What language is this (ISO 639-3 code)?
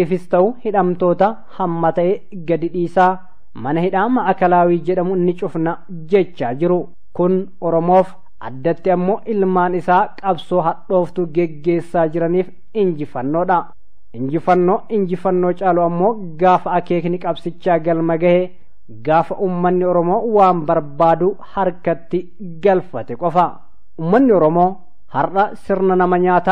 orm